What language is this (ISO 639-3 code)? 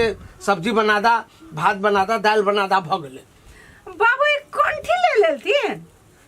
mai